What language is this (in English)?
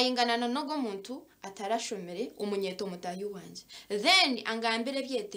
Nyankole